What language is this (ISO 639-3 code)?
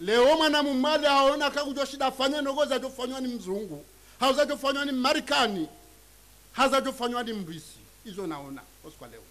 zdj